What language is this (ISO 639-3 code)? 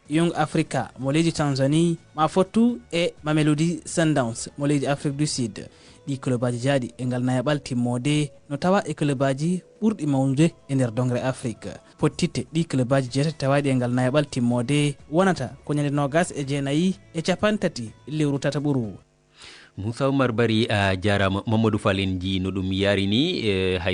ful